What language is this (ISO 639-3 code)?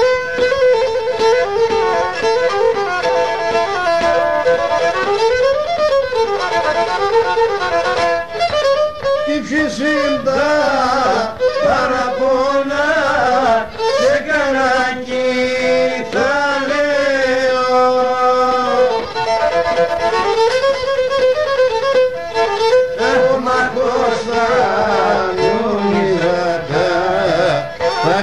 pnt